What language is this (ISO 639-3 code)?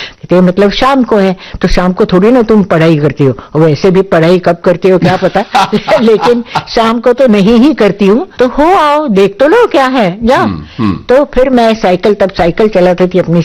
hin